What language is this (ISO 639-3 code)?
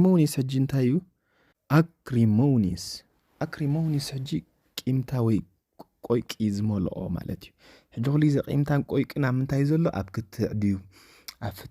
tir